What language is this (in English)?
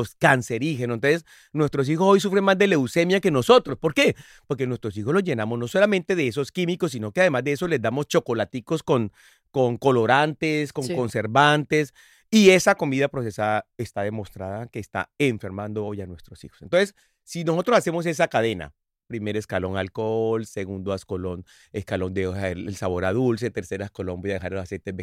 Spanish